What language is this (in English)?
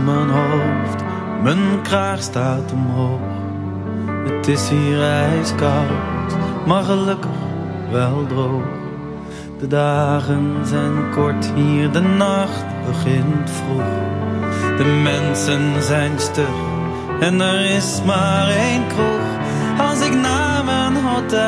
Dutch